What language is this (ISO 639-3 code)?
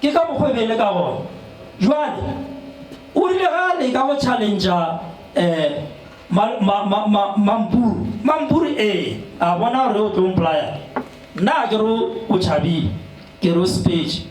nso